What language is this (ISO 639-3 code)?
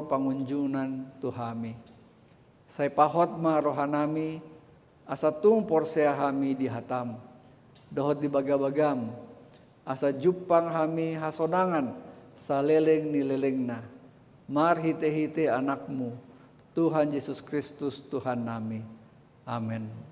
bbc